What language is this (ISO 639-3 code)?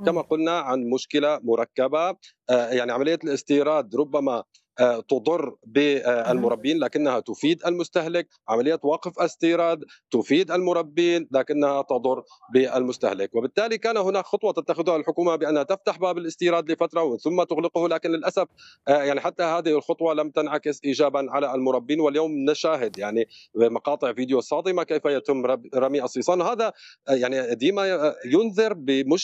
ara